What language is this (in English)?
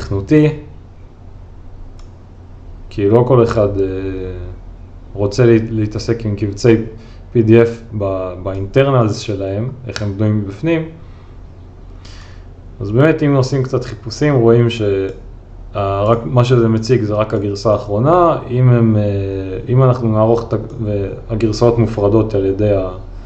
Hebrew